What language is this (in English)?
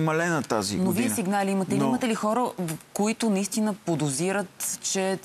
Bulgarian